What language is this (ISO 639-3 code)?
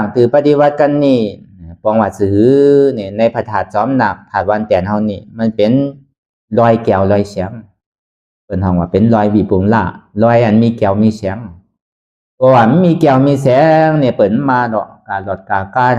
shn